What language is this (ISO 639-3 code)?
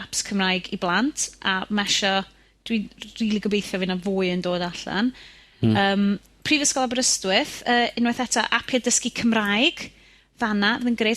cym